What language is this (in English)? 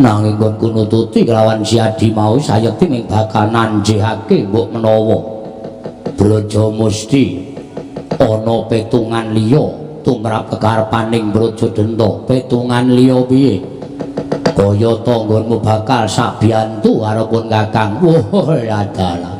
Javanese